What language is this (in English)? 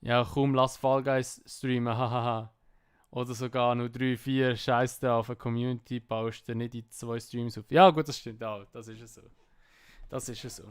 Swiss German